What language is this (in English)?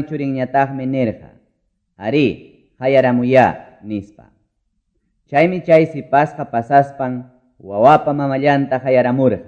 Quechua